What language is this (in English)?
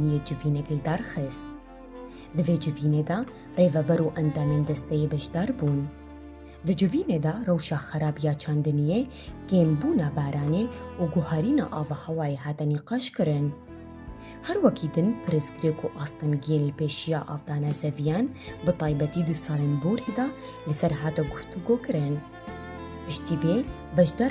Kurdish